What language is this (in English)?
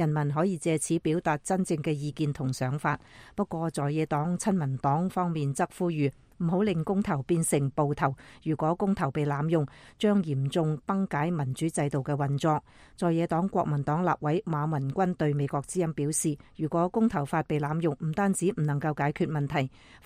Cantonese